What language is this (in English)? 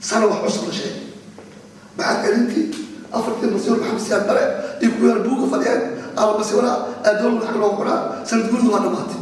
Somali